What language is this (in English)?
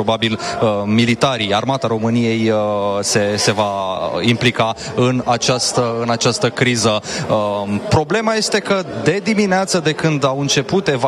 Romanian